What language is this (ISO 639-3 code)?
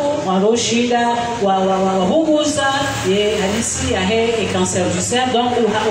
swa